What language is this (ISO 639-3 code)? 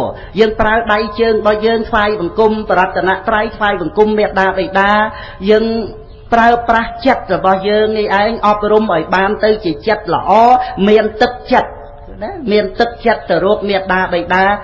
khm